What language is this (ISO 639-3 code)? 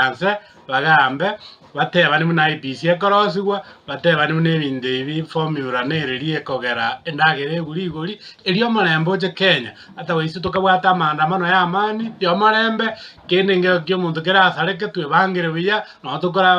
guz